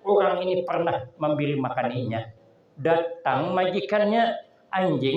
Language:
Banjar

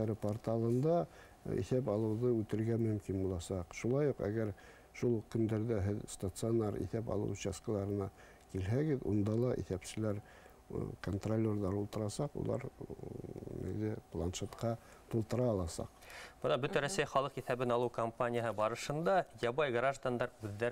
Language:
Bashkir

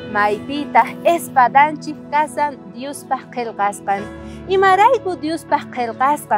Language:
South Bolivian Quechua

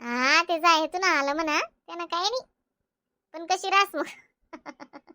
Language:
Khandesi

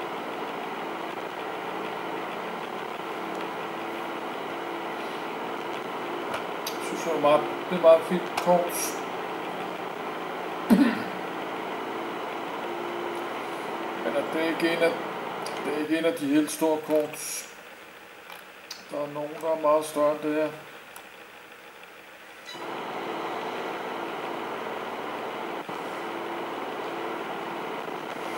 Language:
Danish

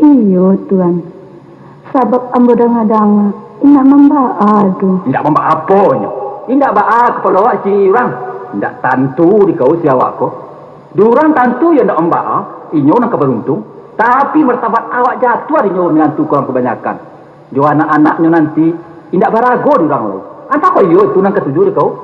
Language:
Minangkabau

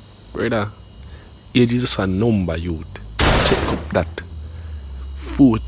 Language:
Jamaican Creole English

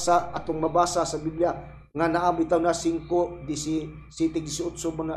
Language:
Cebuano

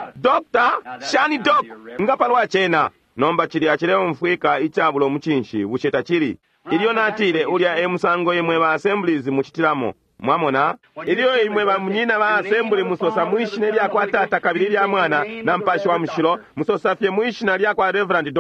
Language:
Bemba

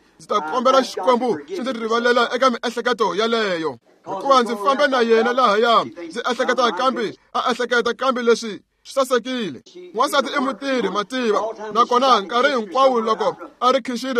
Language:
Tsonga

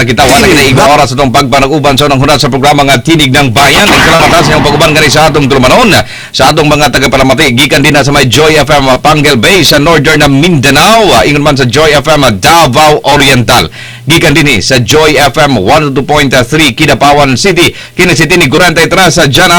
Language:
Cebuano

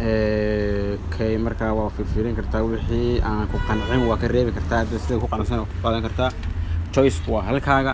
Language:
Somali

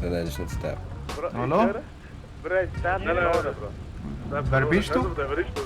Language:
Swiss German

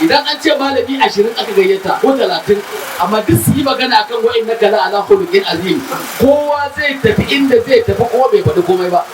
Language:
Hausa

